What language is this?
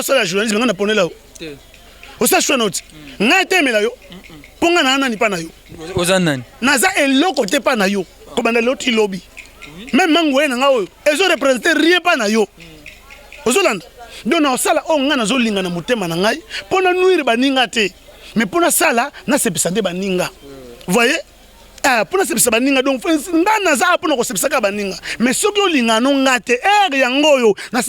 Lingala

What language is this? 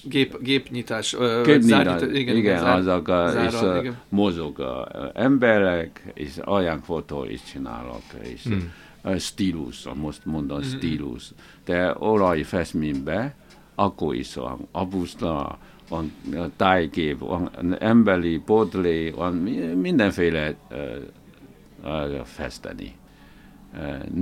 Hungarian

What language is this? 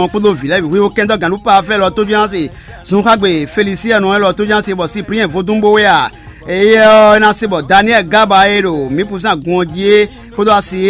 Fon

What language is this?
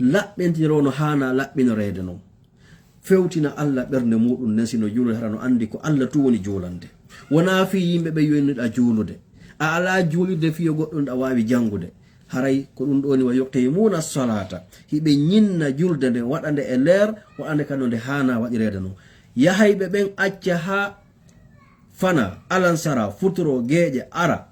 Fula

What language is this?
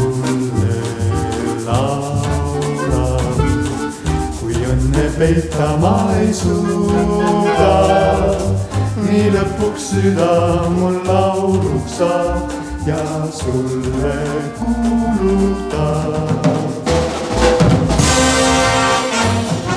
Estonian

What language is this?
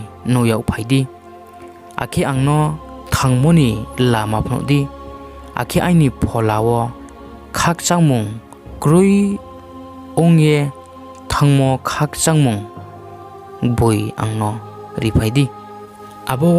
Riang (India)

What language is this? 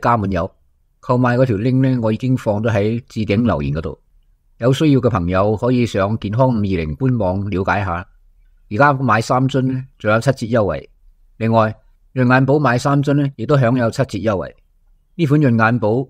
Cantonese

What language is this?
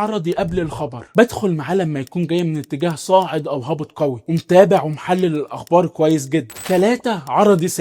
Egyptian Arabic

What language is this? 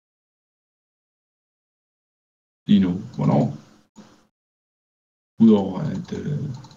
Danish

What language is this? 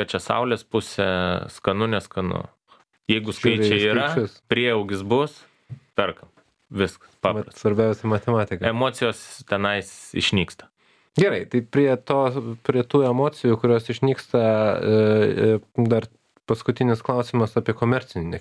Lithuanian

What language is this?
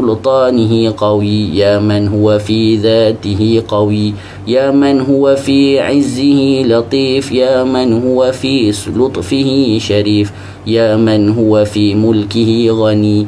Malay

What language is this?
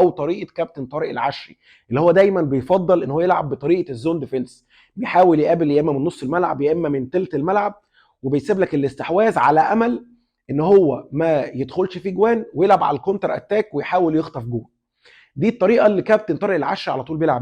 Egyptian Arabic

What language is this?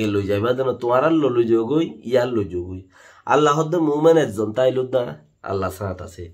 Rohingya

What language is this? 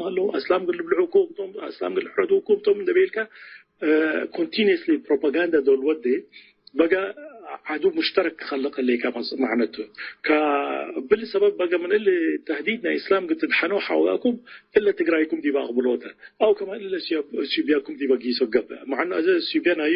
Tigre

